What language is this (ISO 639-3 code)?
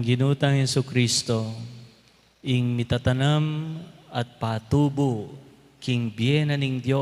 pam